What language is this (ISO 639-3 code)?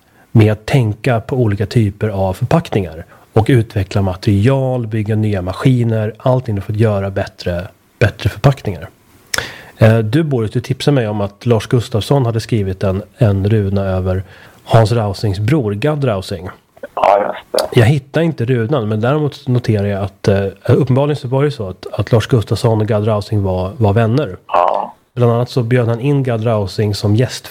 swe